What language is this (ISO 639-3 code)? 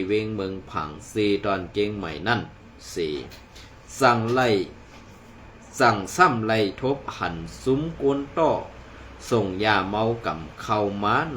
shn